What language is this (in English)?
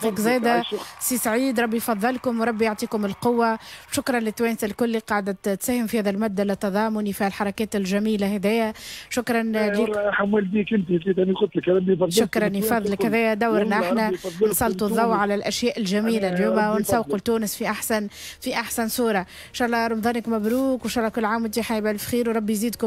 Tunisian Arabic